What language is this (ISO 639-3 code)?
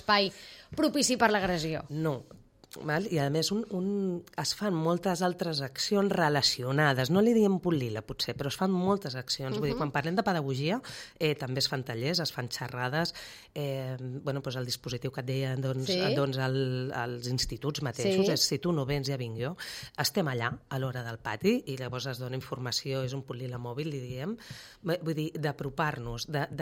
cat